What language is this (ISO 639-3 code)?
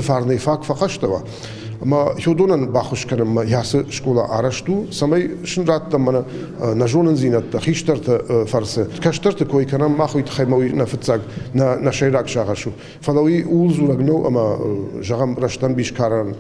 oss